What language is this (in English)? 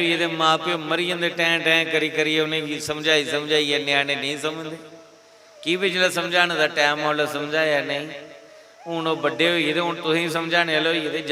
Dogri